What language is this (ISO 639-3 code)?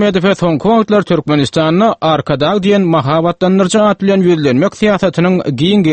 tuk